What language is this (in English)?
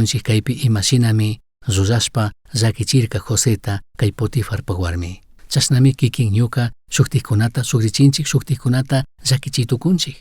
Chimborazo Highland Quichua